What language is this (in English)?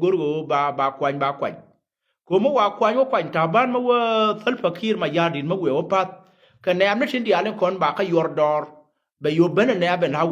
Nuer